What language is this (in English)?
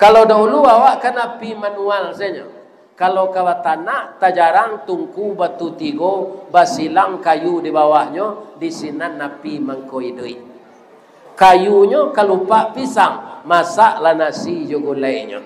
Minangkabau